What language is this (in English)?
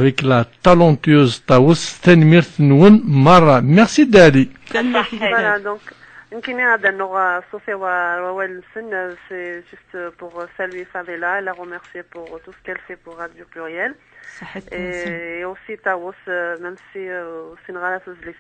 Kabyle